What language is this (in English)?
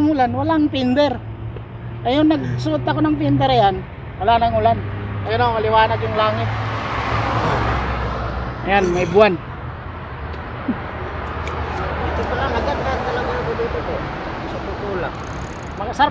Filipino